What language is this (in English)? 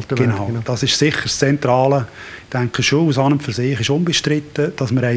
Swiss German